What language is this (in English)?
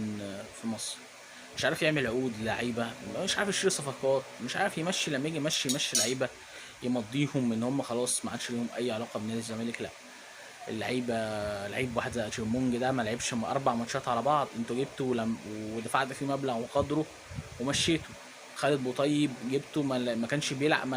Egyptian Arabic